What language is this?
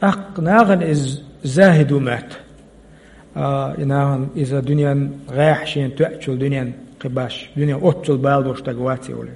Chechen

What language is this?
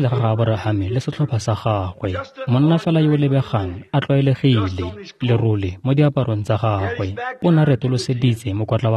Tswana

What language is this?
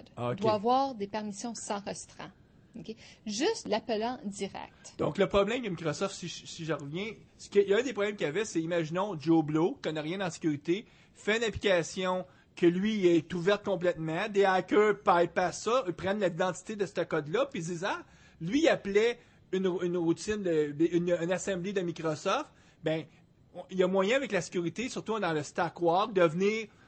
French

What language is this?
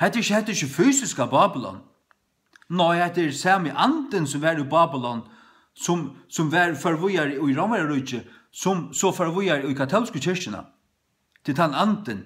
Faroese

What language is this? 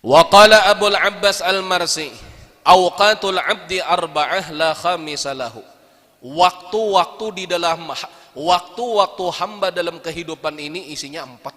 Banjar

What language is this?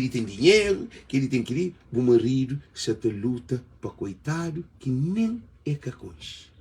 Kabuverdianu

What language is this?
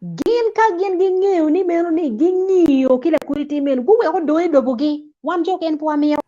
Acoli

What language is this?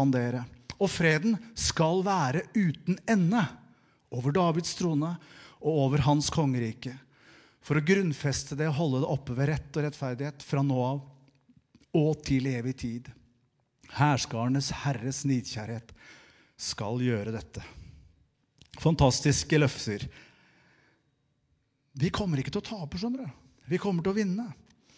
Norwegian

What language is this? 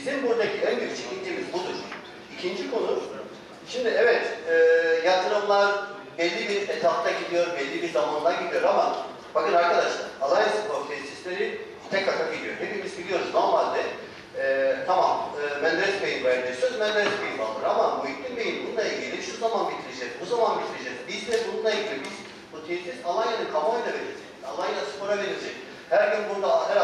Turkish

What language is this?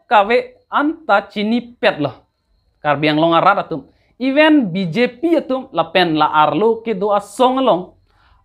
Karbi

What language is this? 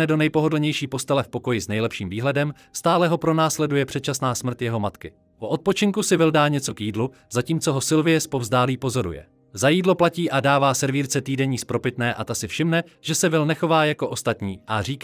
Czech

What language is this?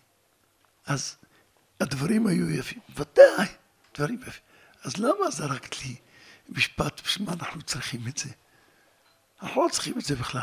Hebrew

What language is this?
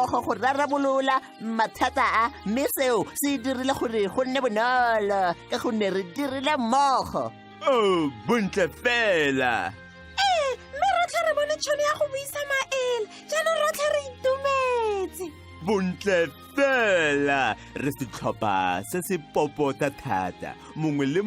Tswana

